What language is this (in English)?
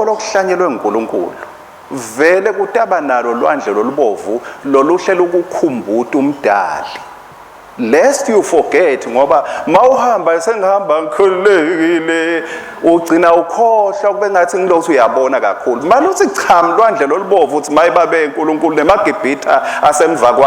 Swati